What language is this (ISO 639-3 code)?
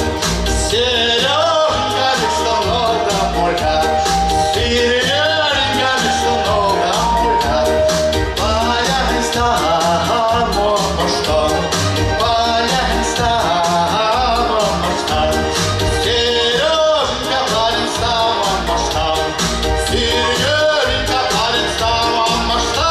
myv